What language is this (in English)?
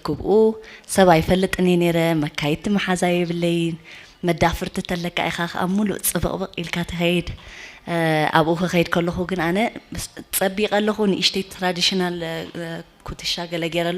Tigrinya